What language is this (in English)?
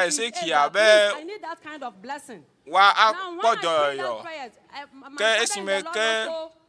Ewe